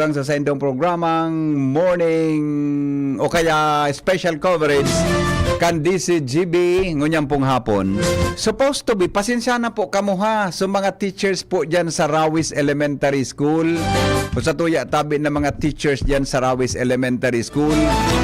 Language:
Bikol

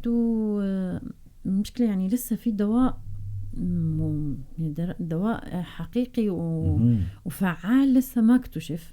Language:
North Levantine Arabic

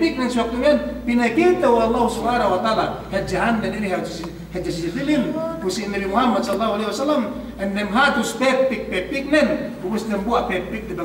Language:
Yakan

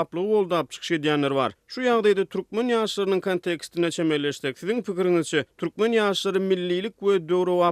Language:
Turkmen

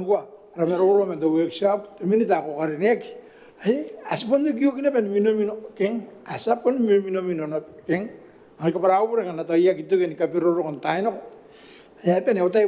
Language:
Gilbertese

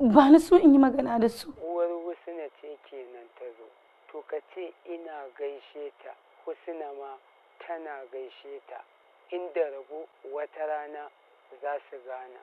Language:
Hausa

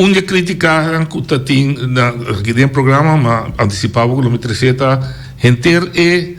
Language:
Papiamento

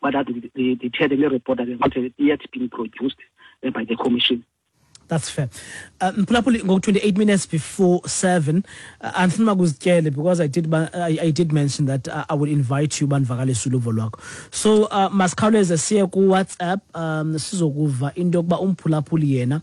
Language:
Xhosa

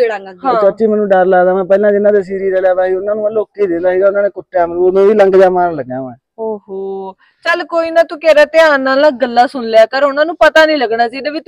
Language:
Punjabi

